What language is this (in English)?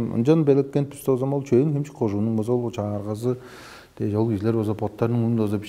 Tuvinian